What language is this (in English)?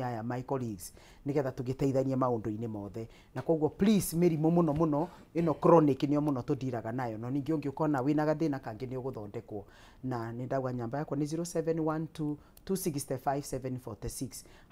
Kikuyu